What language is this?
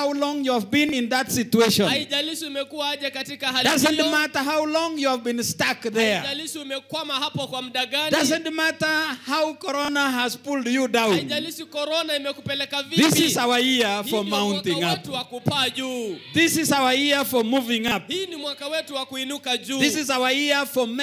Swahili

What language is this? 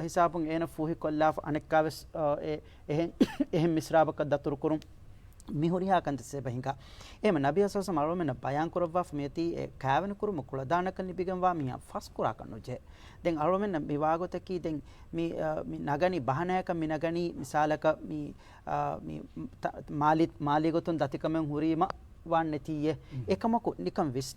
Divehi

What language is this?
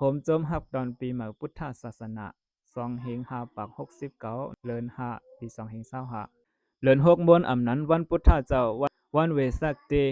Shan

